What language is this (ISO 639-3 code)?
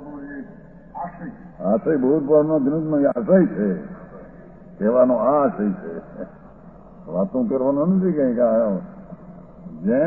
guj